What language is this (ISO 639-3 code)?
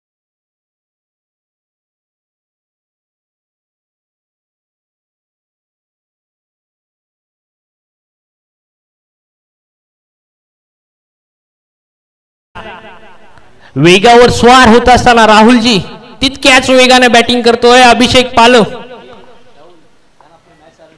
mar